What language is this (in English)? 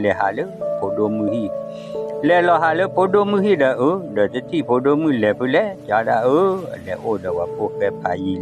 S'gaw Karen